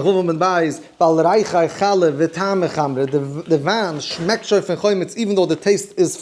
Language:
Yiddish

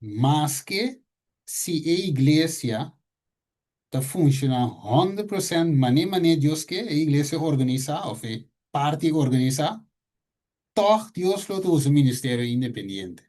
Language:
Papiamento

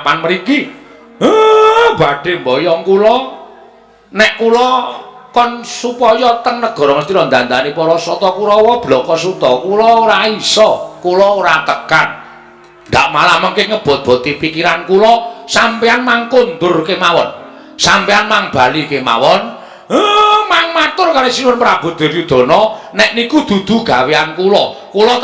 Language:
Javanese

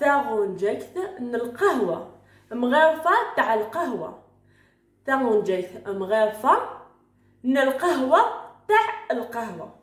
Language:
Algerian Arabic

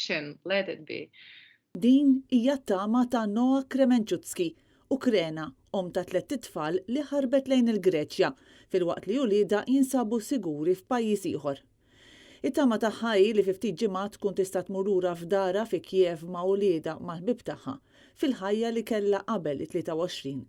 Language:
Maltese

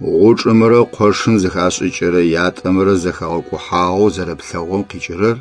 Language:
Adyghe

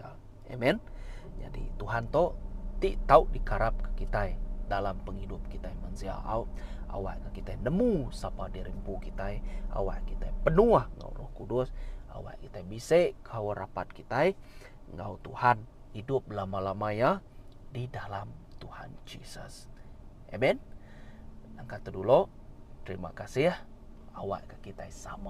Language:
Iban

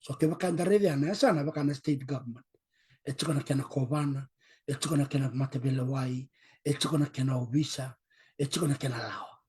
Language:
Fijian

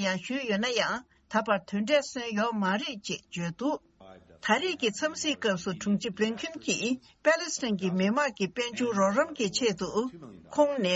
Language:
Tibetan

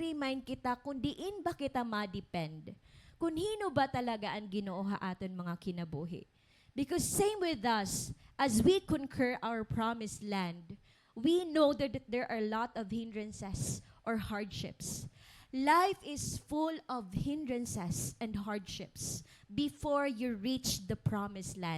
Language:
Waray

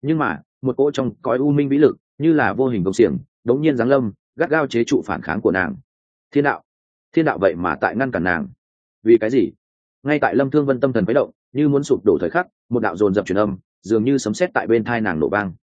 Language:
Vietnamese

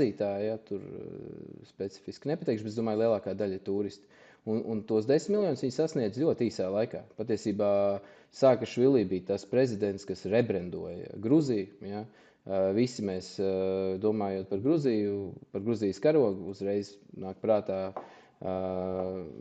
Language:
Latvian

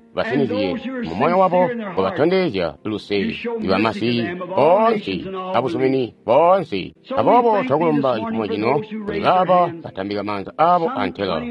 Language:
Tonga (Zambia)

